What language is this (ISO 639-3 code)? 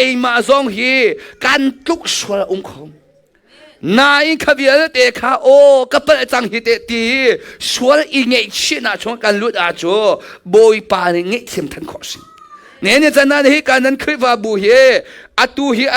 cnh